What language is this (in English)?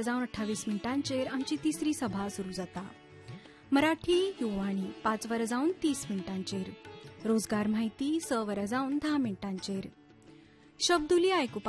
Konkani